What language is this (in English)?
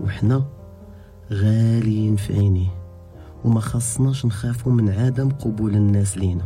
Moroccan Arabic